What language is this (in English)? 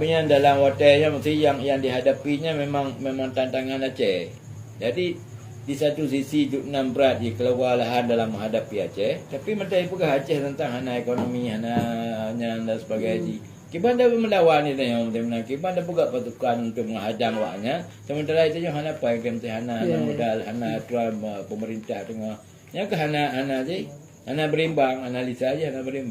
Achinese